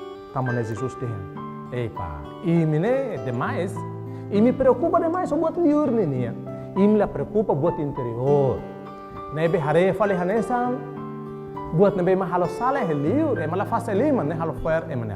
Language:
Tetum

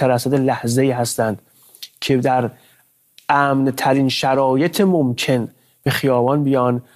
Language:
Persian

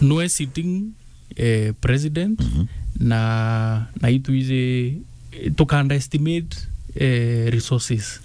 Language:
Meru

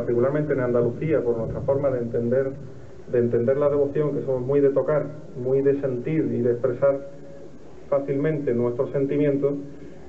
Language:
Spanish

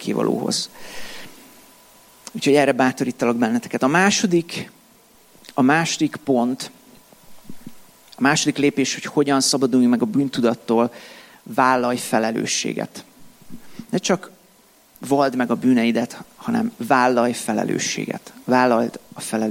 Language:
Hungarian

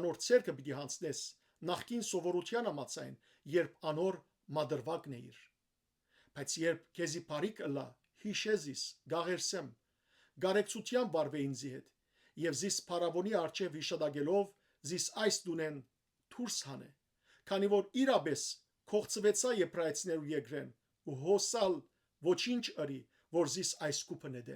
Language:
Western Armenian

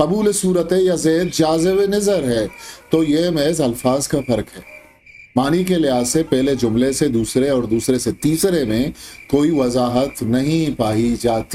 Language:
Eastern Balochi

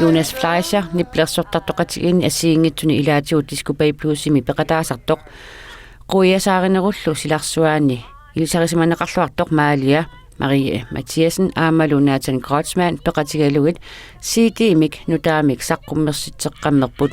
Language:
Kalaallisut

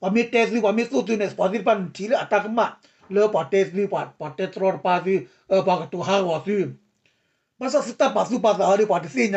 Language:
S'gaw Karen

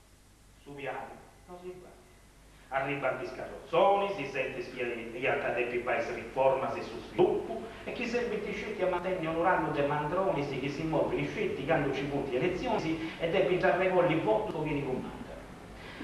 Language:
Sardinian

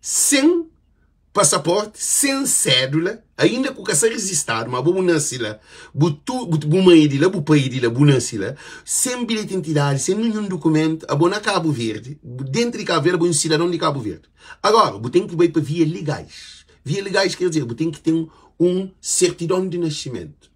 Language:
Kabuverdianu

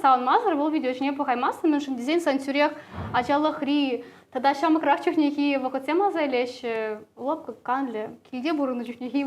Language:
Chuvash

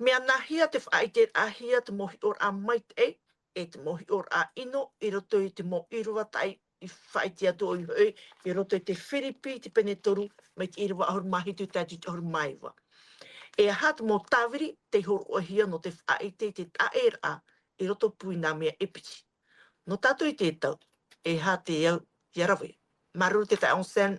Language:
Tahitian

